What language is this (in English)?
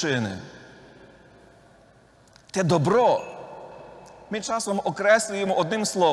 Ukrainian